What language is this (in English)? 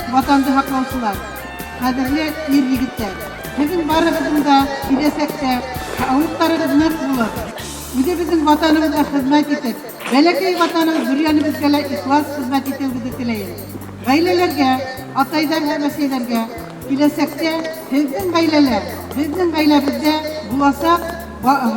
Bashkir